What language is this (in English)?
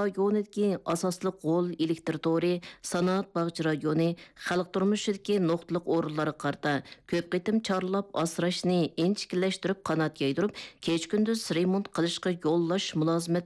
Uyghur